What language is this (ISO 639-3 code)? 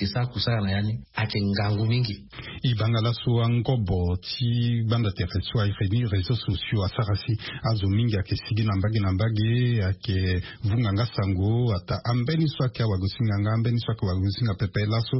sag